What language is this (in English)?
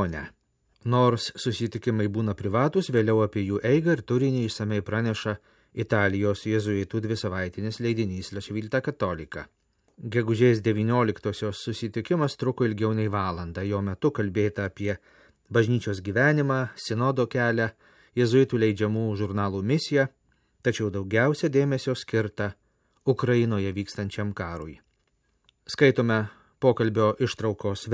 Lithuanian